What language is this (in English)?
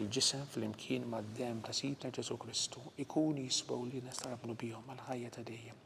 Maltese